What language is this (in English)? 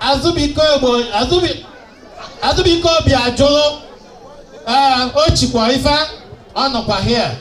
Igbo